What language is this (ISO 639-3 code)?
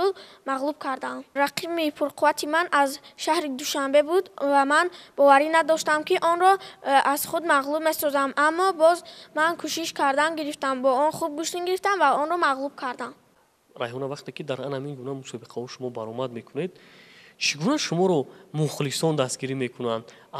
tgk